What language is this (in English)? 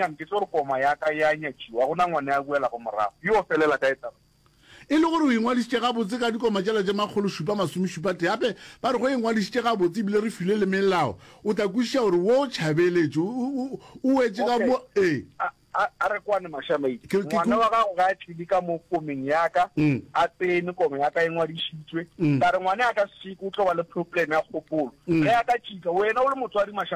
Northern Sotho